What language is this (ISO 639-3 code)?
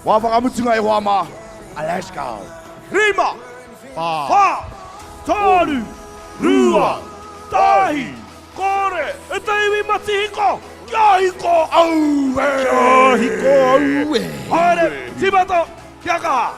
mri